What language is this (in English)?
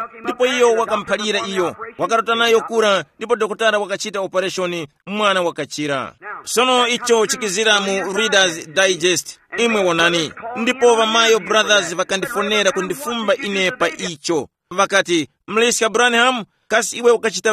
Tumbuka